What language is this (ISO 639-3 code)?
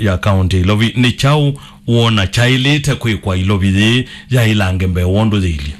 kam